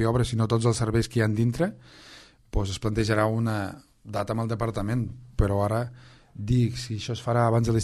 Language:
Catalan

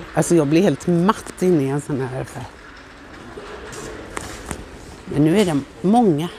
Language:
Swedish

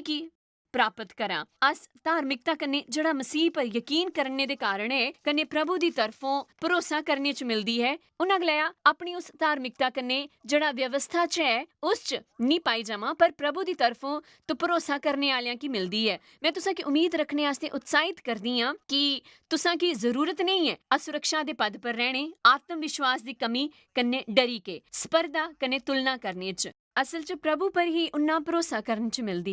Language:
Dogri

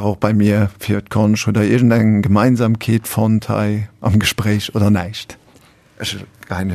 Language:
Luxembourgish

